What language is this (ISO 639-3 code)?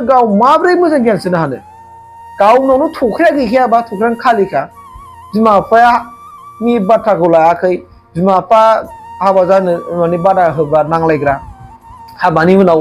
brx